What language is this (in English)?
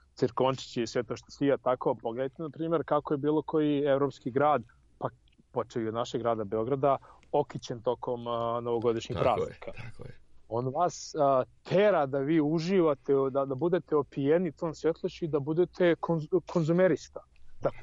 Serbian